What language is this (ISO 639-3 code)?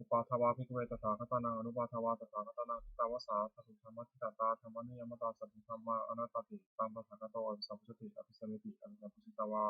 pli